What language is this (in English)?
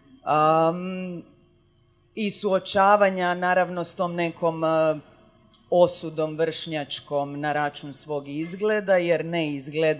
Croatian